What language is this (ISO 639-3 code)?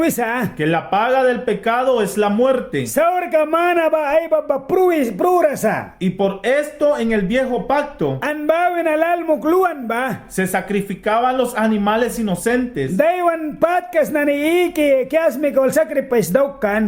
miq